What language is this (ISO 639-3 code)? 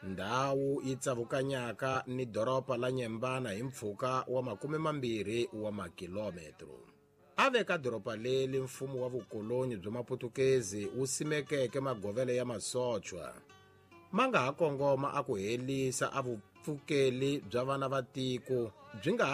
tso